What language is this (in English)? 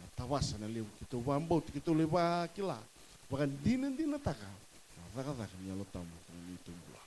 Fijian